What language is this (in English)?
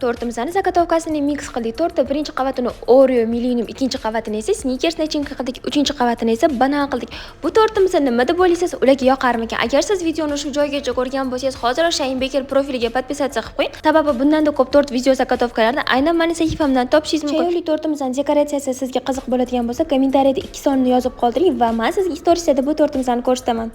Uzbek